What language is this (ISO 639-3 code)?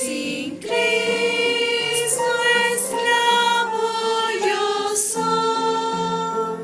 aym